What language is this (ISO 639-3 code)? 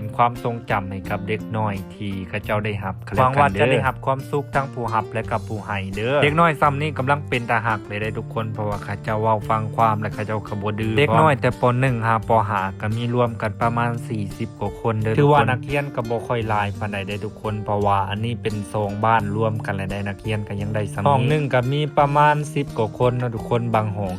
lao